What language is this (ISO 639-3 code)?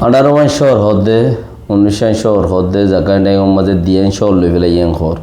rhg